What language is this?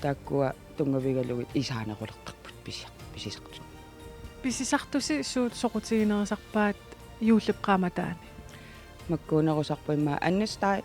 Kalaallisut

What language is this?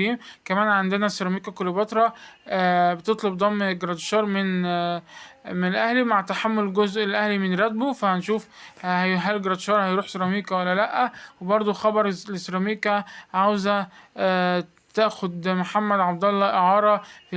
Egyptian Arabic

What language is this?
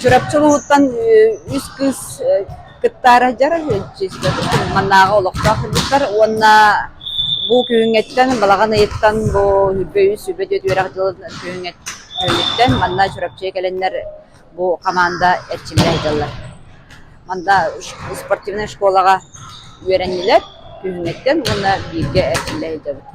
Yakut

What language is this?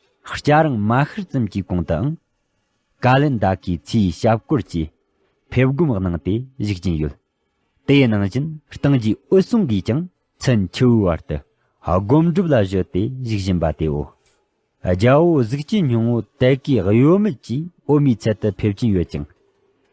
Tibetan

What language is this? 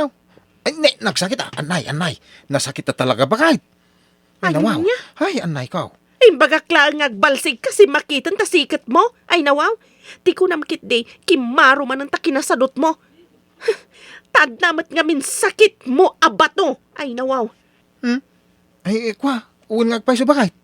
Iloko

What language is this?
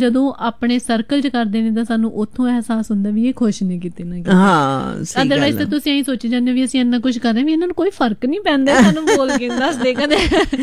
Punjabi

